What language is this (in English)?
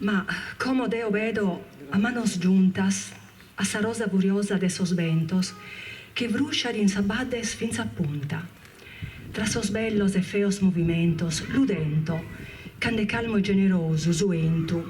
Sardinian